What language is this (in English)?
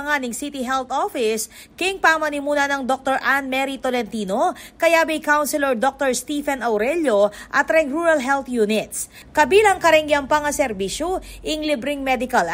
Pampanga